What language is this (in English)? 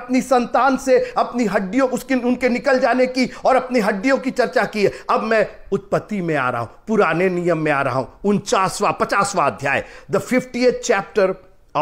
Hindi